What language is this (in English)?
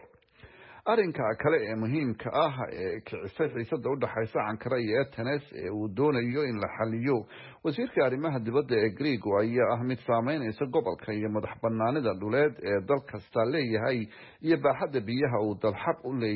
Somali